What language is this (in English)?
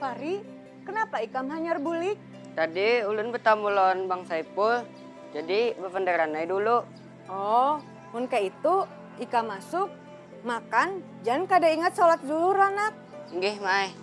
Banjar